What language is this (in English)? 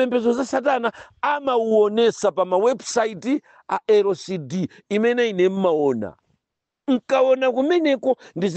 Nyanja